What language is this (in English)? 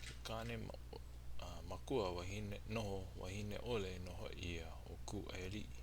Hawaiian